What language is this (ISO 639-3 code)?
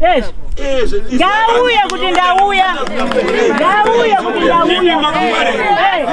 sna